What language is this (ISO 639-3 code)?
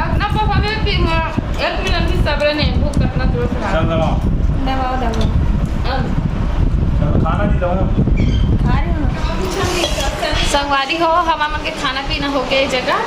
hne